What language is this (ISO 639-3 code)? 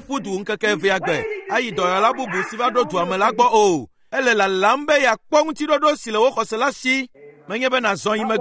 ewe